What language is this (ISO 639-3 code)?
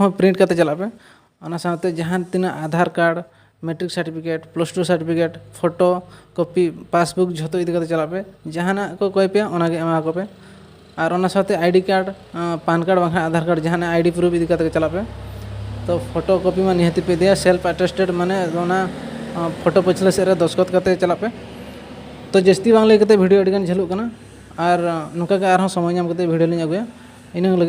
sat